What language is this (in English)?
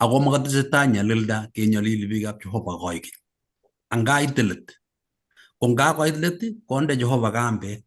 Kalenjin